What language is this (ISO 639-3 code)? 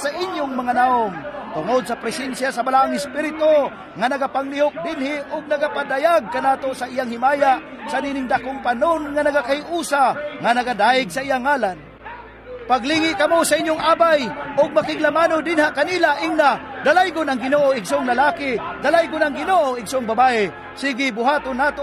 ceb